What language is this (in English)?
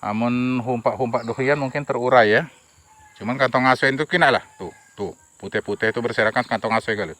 Musi